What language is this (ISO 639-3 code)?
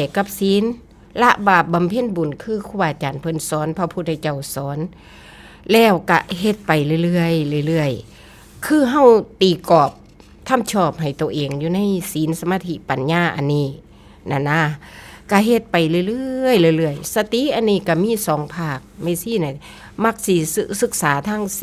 tts